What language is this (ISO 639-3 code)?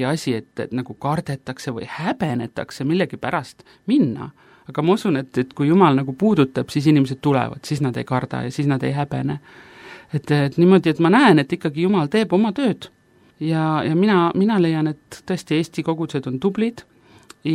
est